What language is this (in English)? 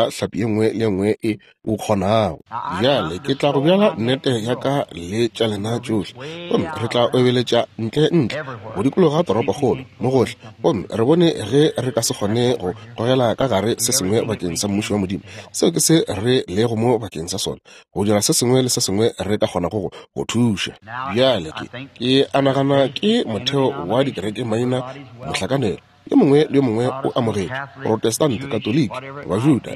Northern Sotho